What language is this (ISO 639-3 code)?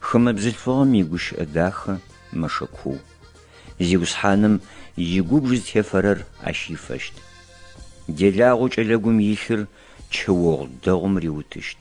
ady